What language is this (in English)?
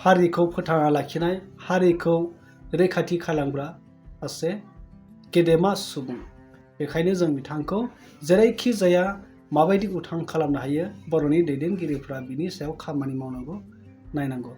Bodo